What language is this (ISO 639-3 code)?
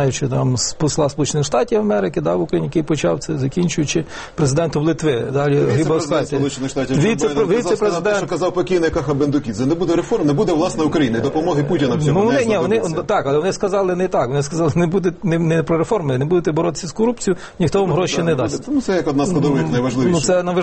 ukr